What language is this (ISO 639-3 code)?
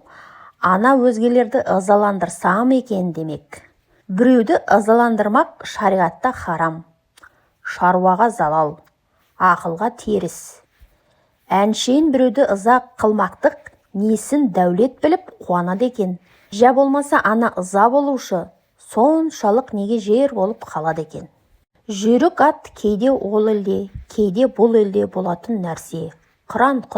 kaz